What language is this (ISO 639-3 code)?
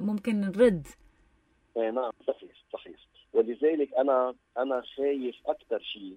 apc